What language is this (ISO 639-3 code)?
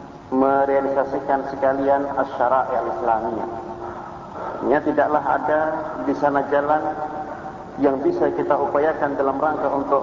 ind